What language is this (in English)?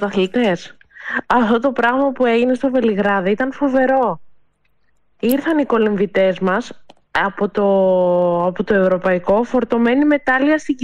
Greek